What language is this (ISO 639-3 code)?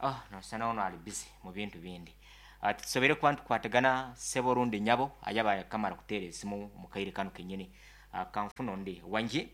nyn